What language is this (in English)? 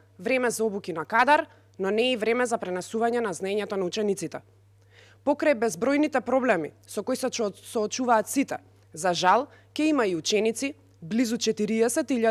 Macedonian